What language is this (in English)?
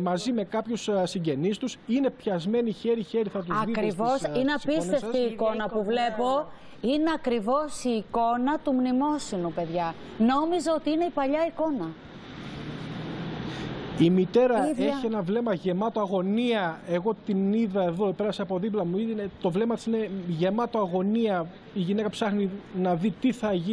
Greek